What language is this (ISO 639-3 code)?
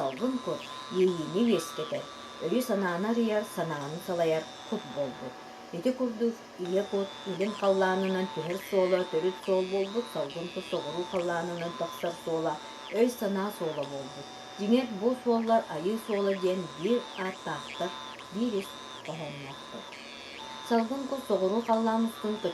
sah